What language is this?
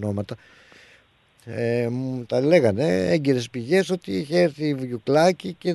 Greek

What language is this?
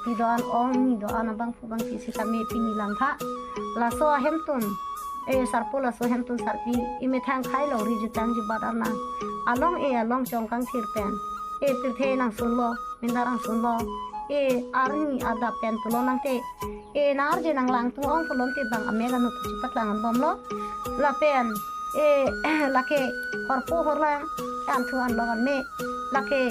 Karbi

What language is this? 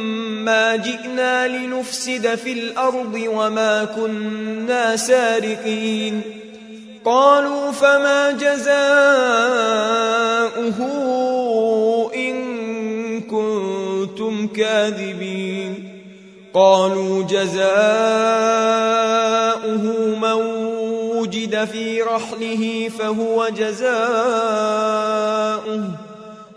Arabic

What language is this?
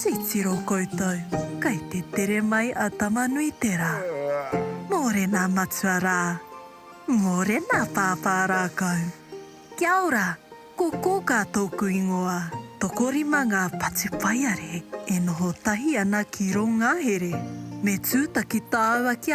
Māori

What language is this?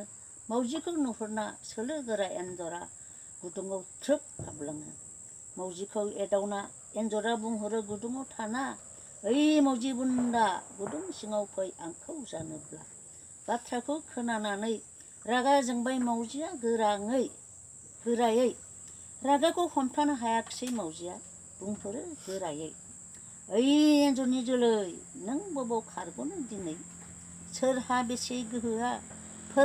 Bodo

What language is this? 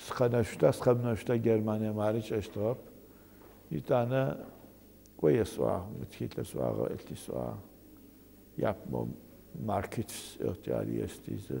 Adyghe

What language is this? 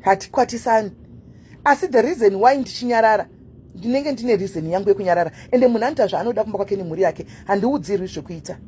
Shona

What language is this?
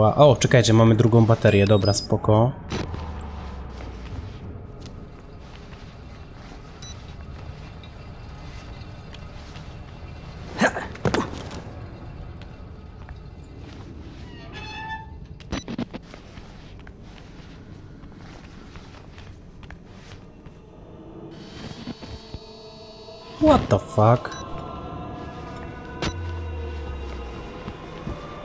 Polish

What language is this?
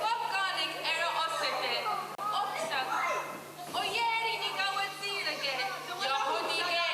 Mohawk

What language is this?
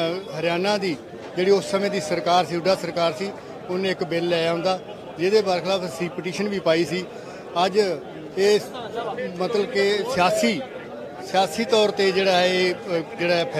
Punjabi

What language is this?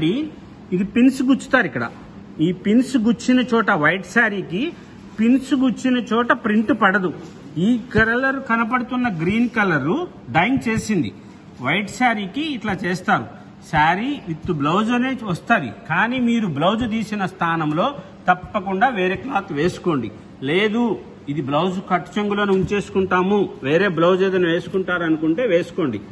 Telugu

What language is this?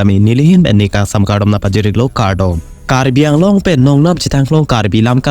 Karbi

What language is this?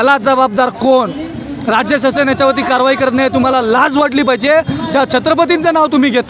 Marathi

